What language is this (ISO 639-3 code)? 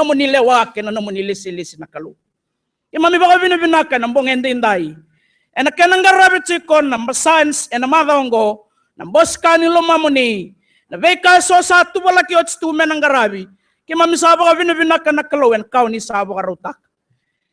fij